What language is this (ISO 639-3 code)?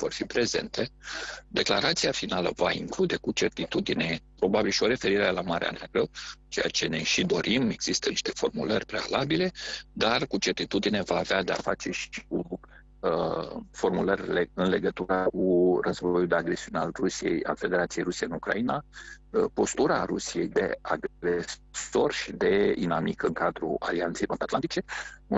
ron